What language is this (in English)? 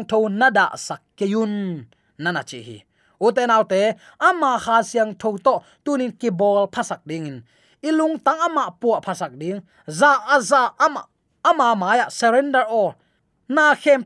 Tedim Chin